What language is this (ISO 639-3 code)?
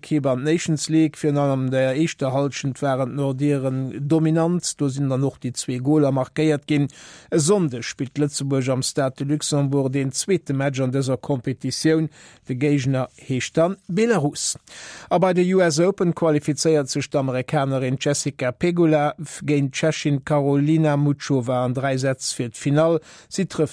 ltz